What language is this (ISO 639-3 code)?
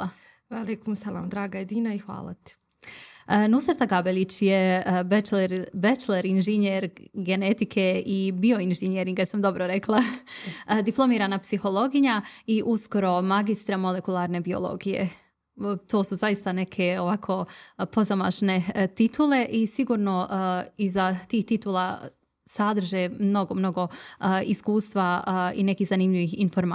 bos